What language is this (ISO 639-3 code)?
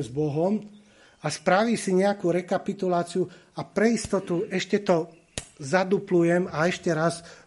slk